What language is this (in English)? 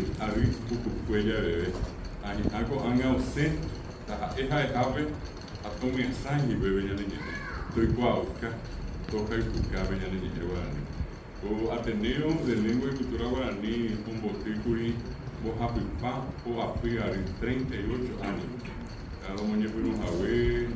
Guarani